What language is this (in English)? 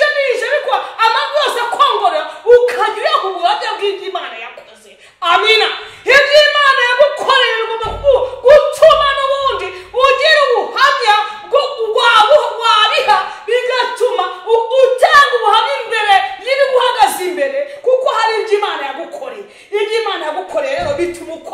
Kinyarwanda